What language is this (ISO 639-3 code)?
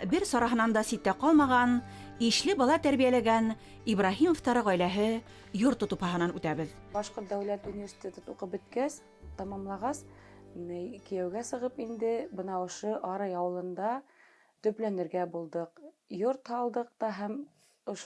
bak